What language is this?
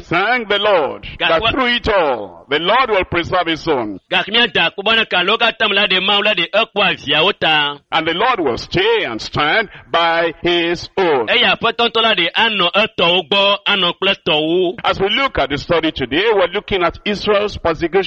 Ewe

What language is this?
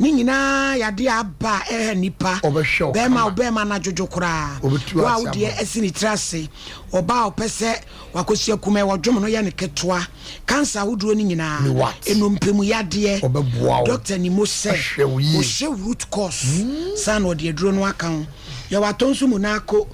Akan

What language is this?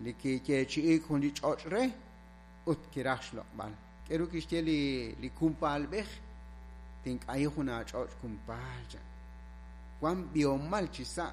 Kekchí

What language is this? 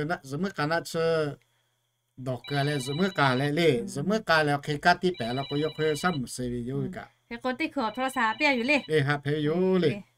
Lahu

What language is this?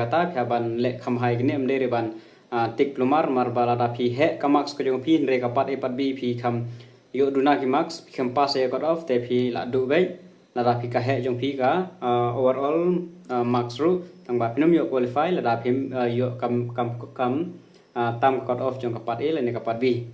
Khasi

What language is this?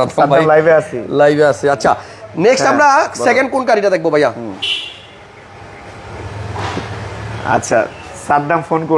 Bangla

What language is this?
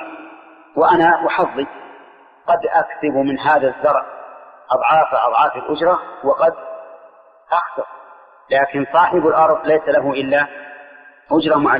Arabic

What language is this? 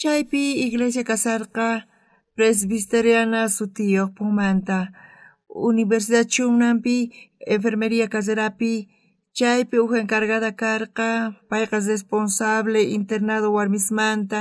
South Bolivian Quechua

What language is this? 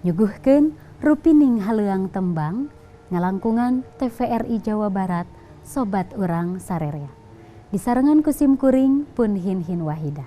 Sundanese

